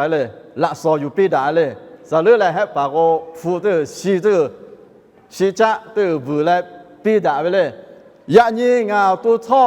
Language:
Lahu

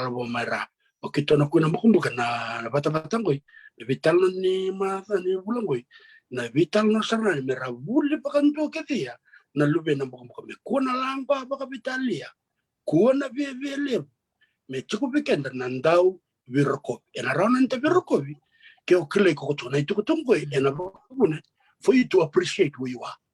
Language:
Fijian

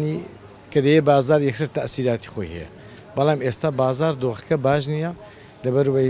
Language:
Central Kurdish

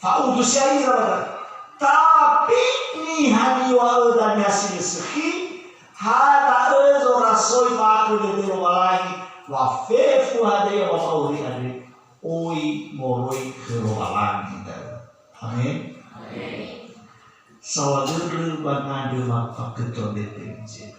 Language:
Nias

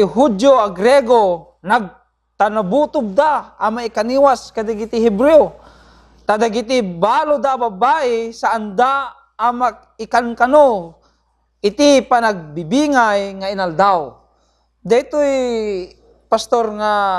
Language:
Iloko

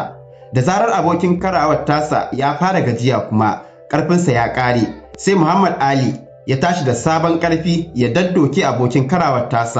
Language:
Hausa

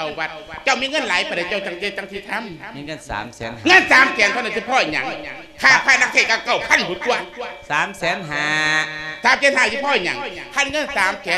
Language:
Lao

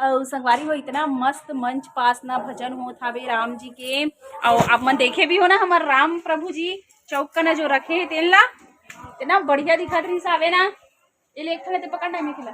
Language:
Chhattisgarhi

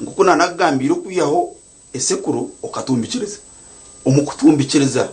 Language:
Nyankole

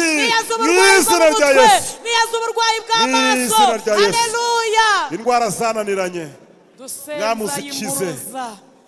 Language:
Kinyarwanda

